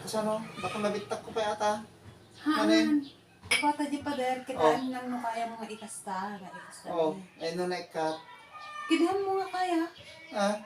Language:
Iloko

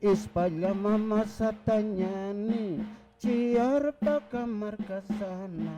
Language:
Aymara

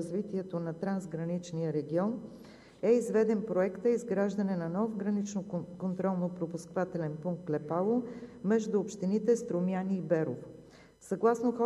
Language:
Bulgarian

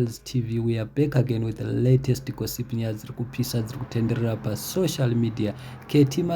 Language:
Shona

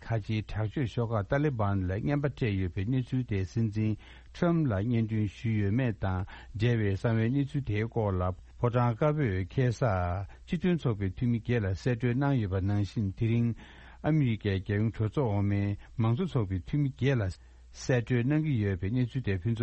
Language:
Tibetan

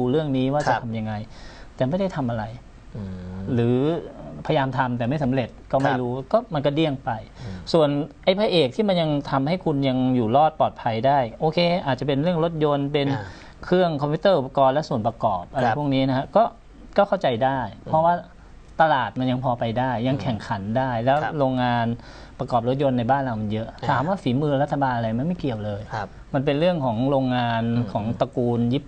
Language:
Thai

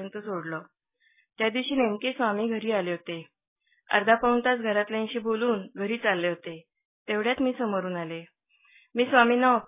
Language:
Marathi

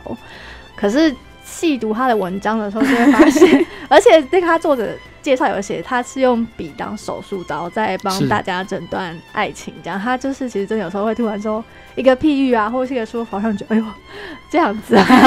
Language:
Chinese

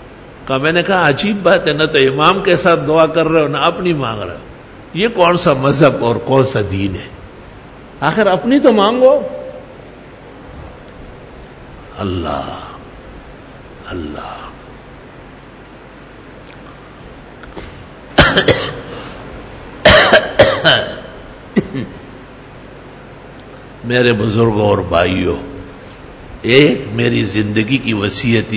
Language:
Urdu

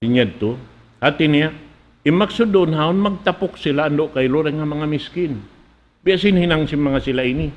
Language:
Tausug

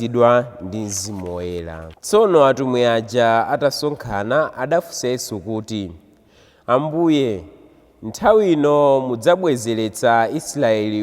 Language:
Nyanja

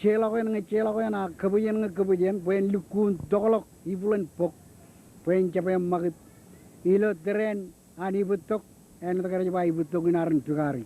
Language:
Marshallese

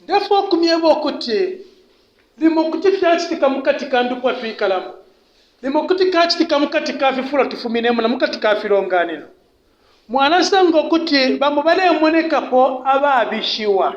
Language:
Bemba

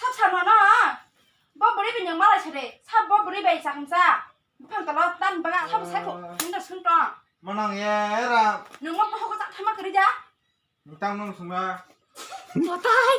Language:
Kok Borok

